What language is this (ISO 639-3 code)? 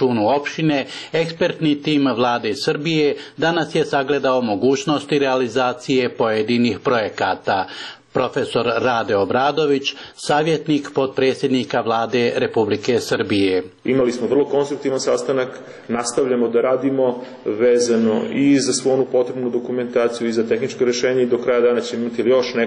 srp